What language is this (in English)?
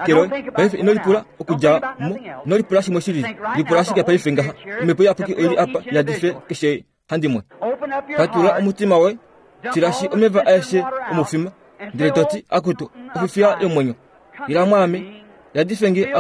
Kuanyama